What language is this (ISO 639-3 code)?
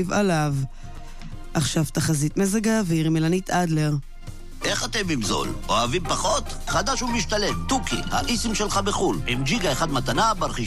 heb